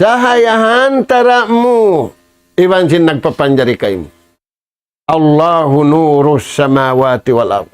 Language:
Tausug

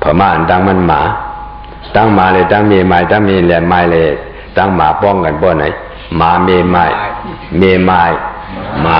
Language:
Shan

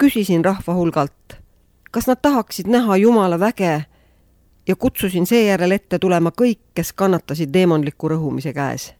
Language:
Estonian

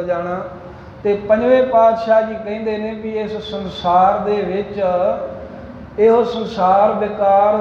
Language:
Punjabi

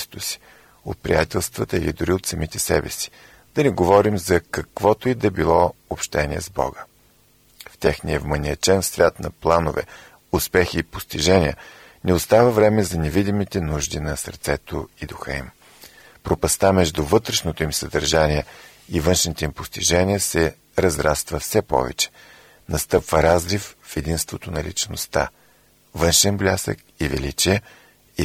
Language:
Bulgarian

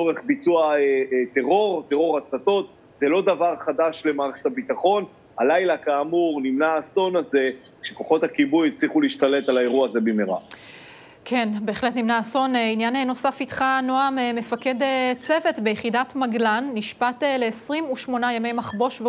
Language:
Hebrew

